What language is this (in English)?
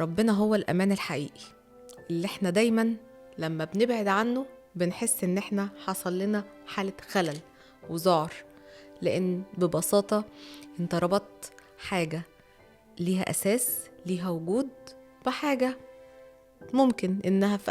Egyptian Arabic